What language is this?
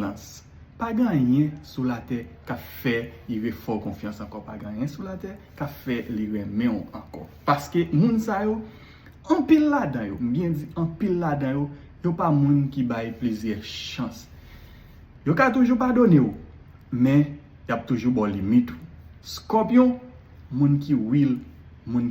Haitian Creole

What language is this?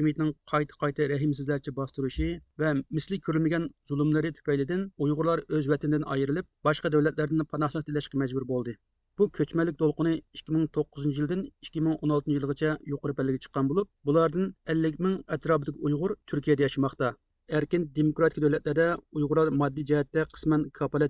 Uyghur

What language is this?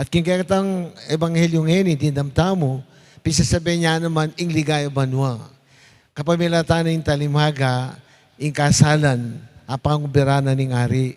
Pampanga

